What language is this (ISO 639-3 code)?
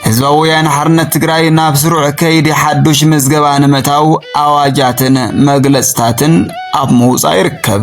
tir